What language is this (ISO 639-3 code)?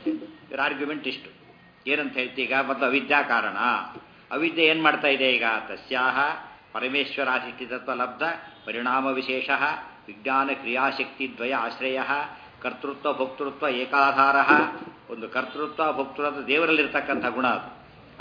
kan